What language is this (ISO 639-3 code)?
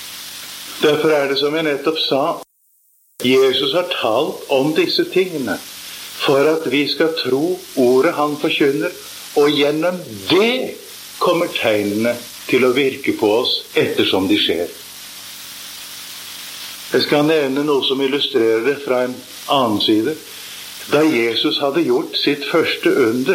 nor